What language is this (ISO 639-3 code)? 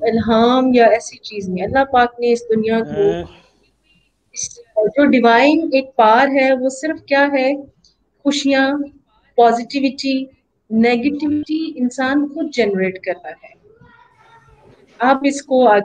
urd